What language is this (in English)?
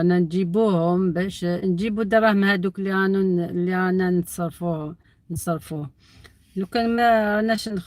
Algerian Arabic